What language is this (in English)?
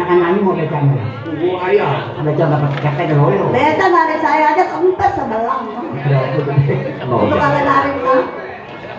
Betawi